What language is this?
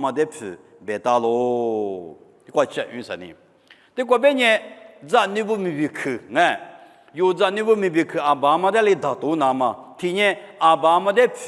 Lisu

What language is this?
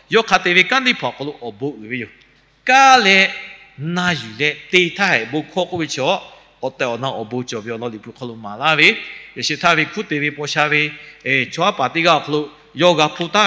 Lahu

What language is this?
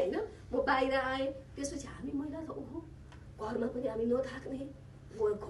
Nepali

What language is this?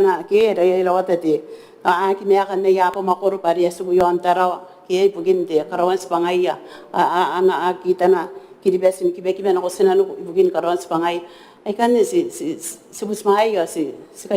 Gilbertese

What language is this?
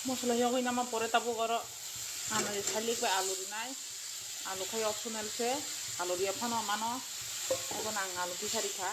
Kok Borok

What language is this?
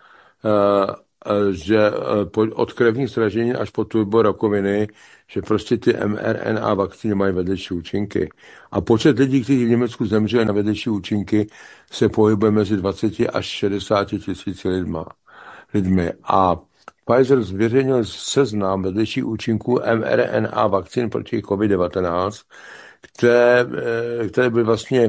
Czech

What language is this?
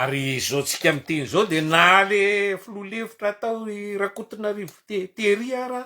Malagasy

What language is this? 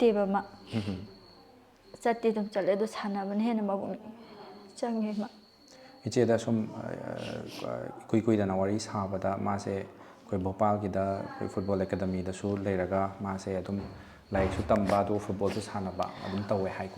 Manipuri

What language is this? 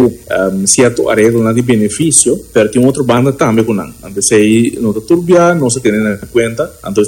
Papiamento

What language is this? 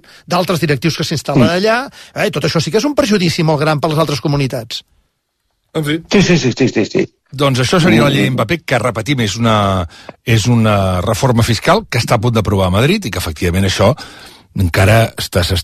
Catalan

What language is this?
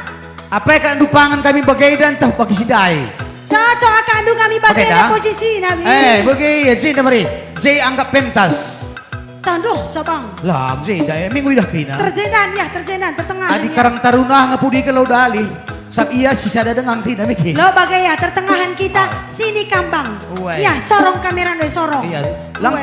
Batak Karo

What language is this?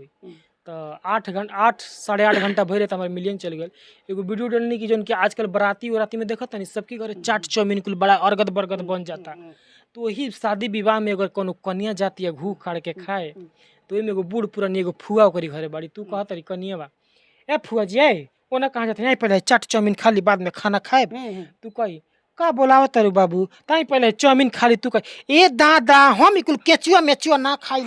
Bhojpuri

